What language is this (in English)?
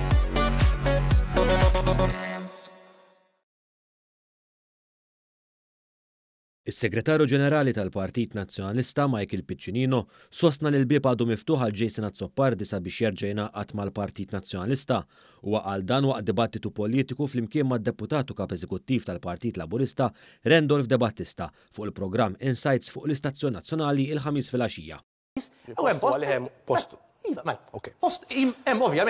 Maltese